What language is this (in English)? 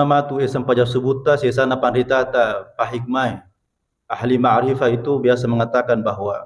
Buginese